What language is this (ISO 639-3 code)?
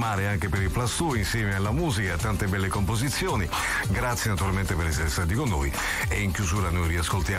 ita